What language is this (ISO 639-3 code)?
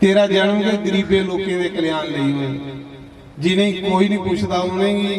doi